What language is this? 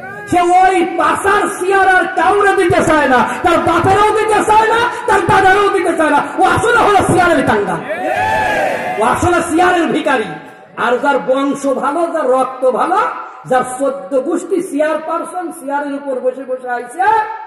Bangla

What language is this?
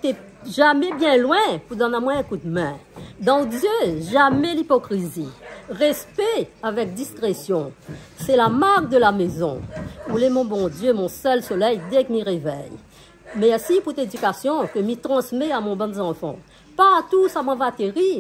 Réunion Creole French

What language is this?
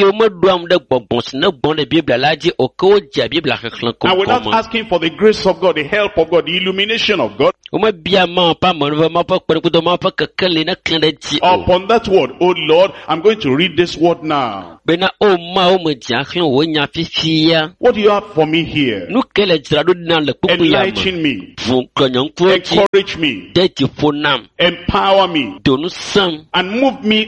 Ewe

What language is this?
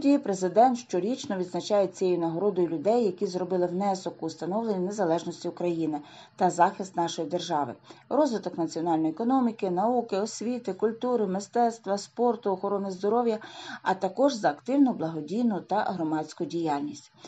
Ukrainian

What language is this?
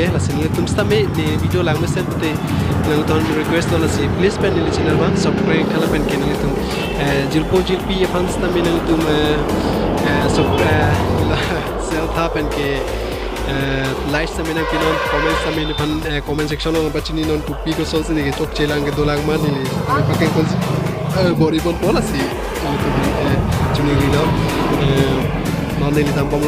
Karbi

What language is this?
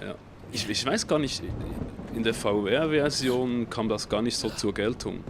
Swiss German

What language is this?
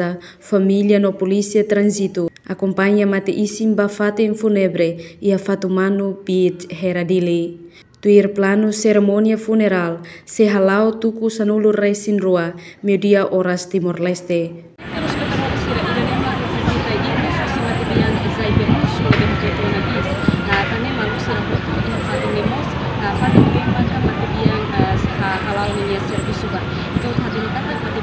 Tetum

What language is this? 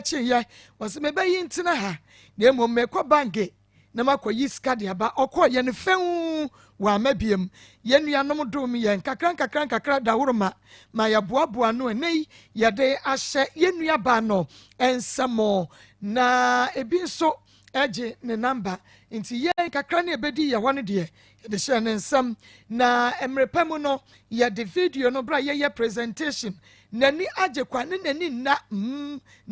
Akan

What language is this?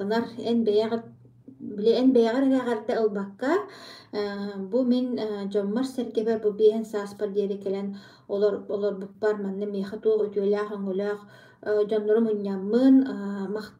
Yakut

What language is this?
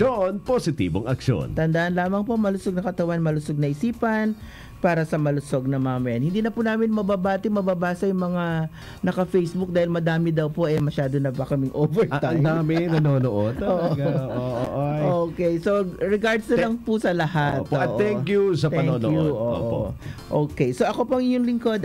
Filipino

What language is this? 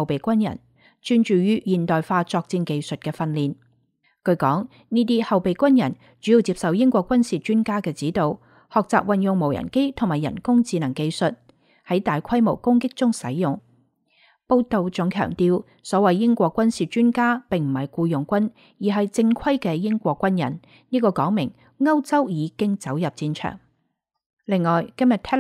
Cantonese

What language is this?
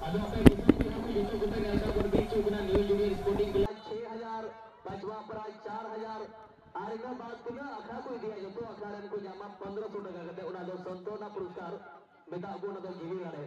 Santali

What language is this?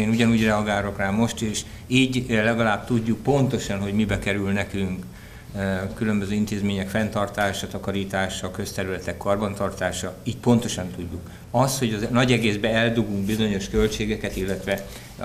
Hungarian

